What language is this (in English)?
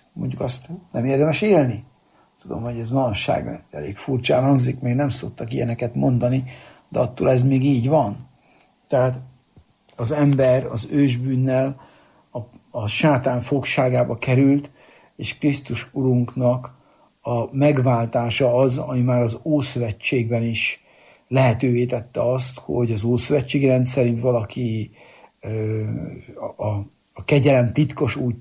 Hungarian